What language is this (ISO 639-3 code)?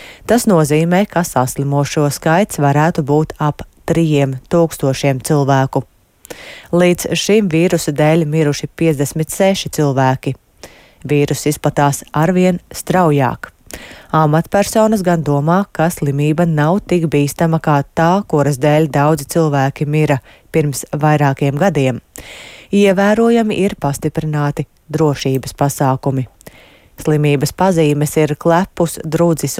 lav